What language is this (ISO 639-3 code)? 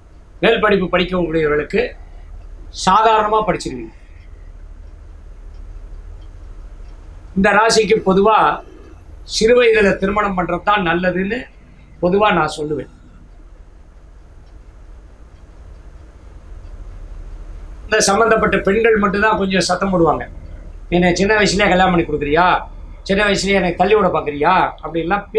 tam